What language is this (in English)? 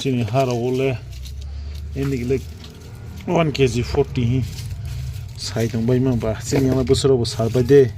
Kok Borok